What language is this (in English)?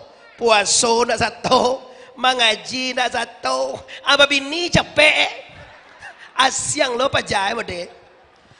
Minangkabau